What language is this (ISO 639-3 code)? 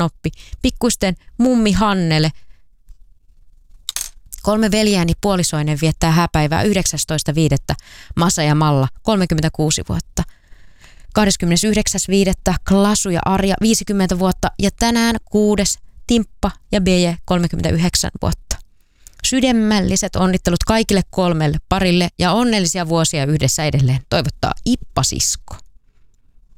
fin